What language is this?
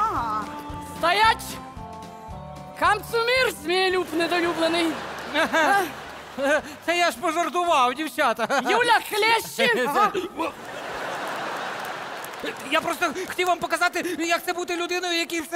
Ukrainian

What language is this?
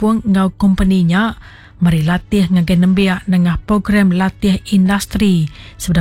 Iban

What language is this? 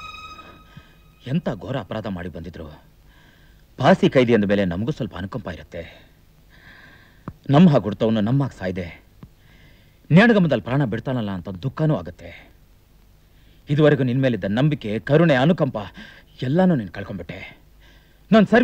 Kannada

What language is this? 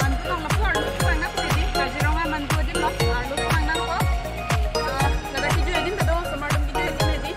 Karbi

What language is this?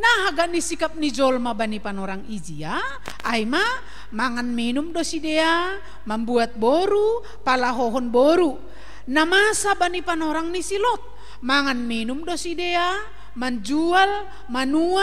Batak Simalungun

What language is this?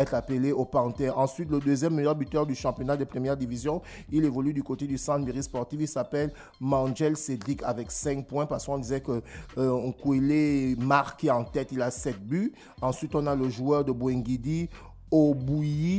French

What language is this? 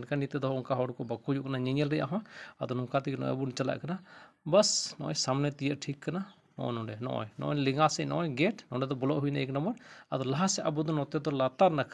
Santali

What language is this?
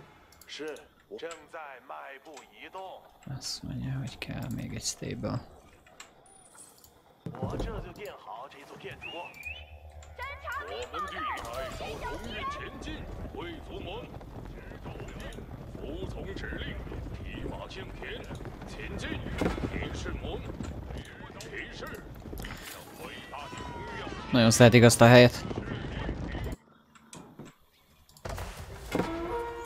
Hungarian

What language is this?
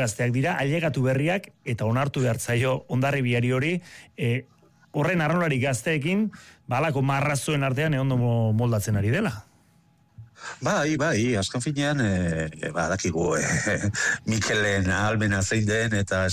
Basque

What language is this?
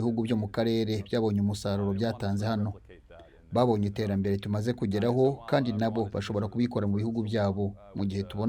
Kinyarwanda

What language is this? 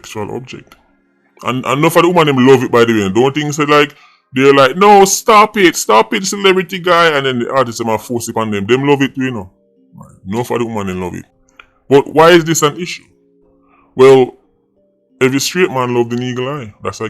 Jamaican Creole English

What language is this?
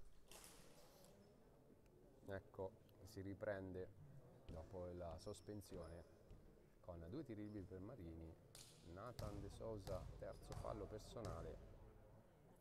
Italian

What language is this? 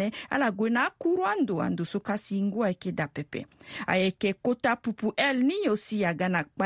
Sango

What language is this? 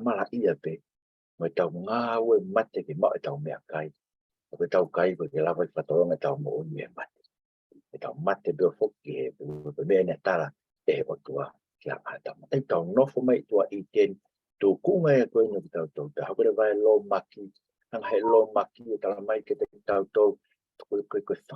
Tongan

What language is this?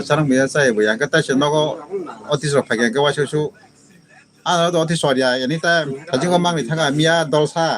Kok Borok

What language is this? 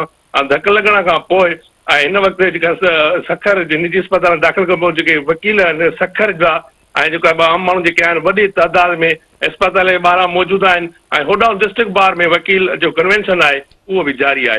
Sindhi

